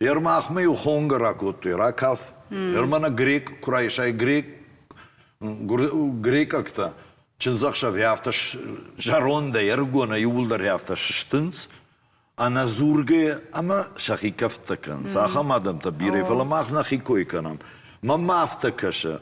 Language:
Ossetic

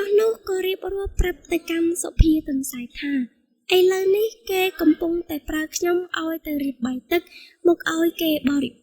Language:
Khmer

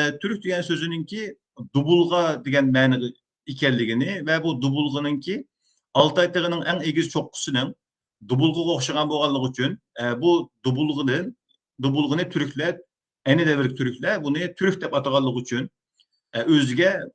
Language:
Uyghur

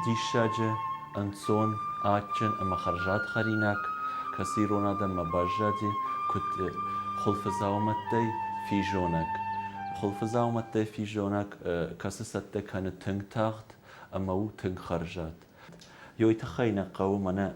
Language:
Ossetic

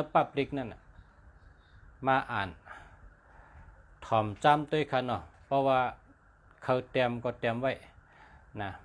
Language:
Shan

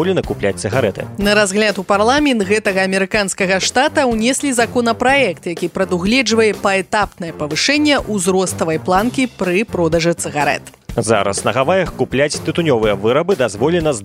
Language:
Belarusian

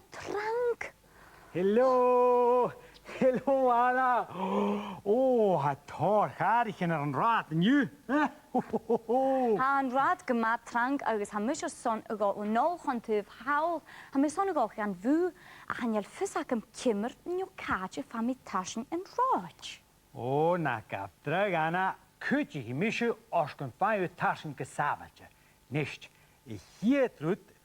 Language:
Scottish Gaelic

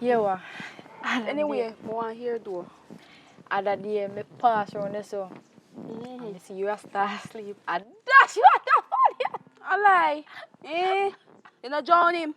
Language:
Jamaican Creole English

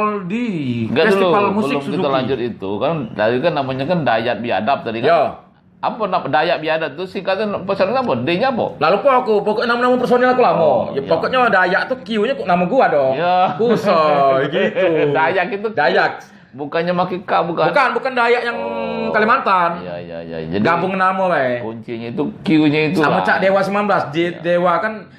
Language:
Musi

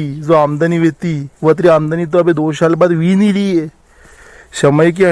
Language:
Rajasthani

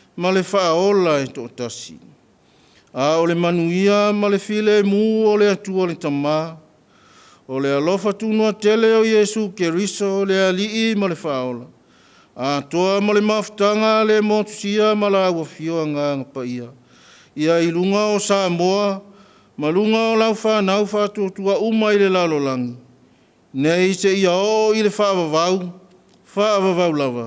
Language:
Samoan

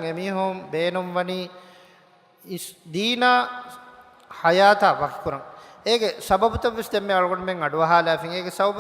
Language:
Divehi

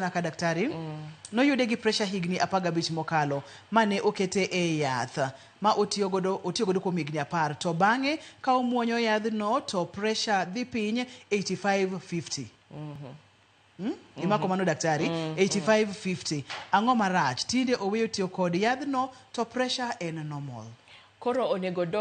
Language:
Luo (Kenya and Tanzania)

